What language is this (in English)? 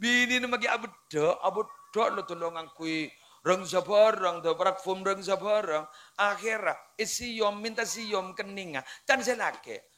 Madurese